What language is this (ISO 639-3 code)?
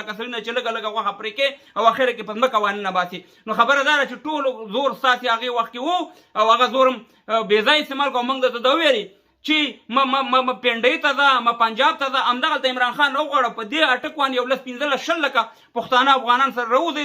pus